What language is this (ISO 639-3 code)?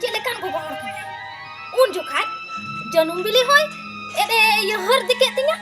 sat